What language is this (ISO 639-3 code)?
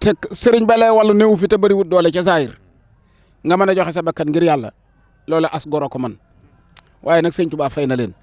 wol